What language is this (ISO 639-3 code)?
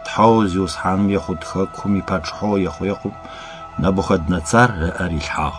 ady